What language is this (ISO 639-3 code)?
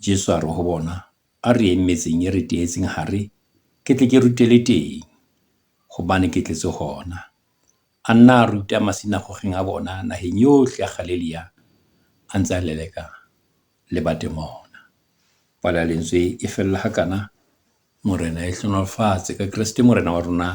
sot